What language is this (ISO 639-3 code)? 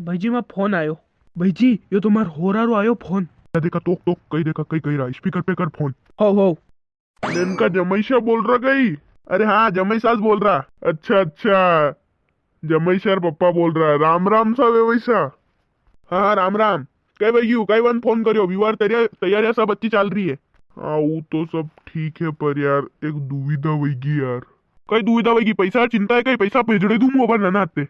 raj